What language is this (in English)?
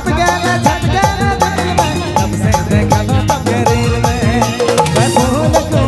Sadri